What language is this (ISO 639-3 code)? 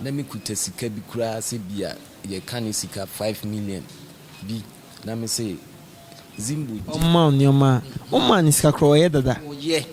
aka